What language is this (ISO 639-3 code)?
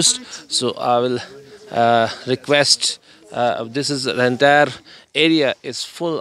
eng